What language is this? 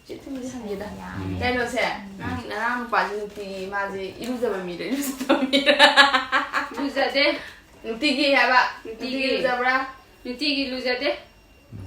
Manipuri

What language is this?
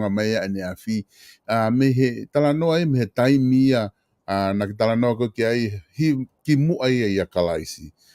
Tongan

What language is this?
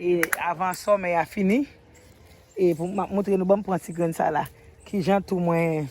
Haitian Creole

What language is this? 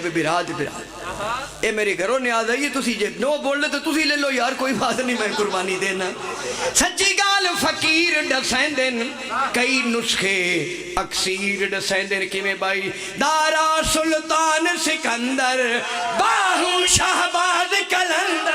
Pahari-Potwari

